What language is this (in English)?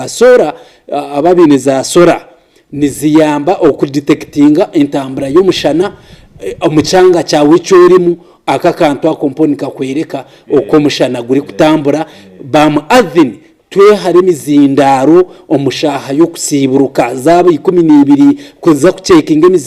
Nyankole